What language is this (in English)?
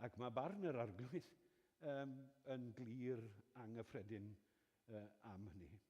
Welsh